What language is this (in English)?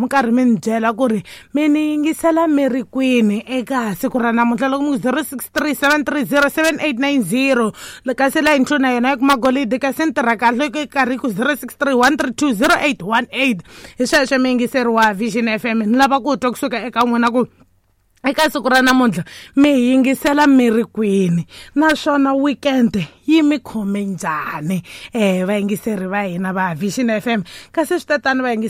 Tsonga